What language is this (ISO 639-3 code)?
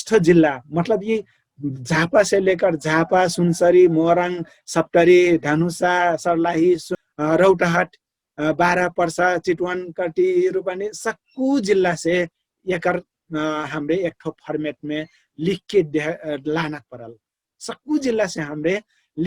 thl